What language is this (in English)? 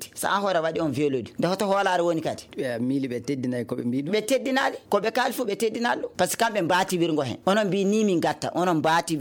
Maasina Fulfulde